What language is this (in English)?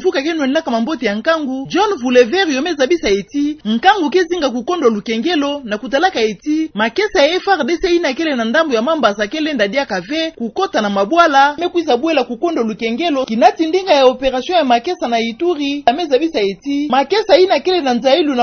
Kituba (Democratic Republic of Congo)